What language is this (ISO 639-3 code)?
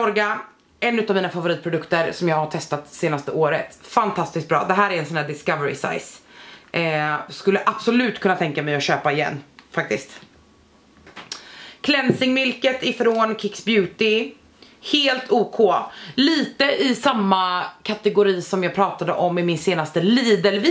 swe